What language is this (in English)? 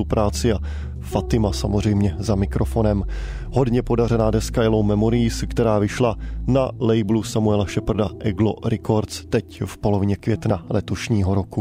Czech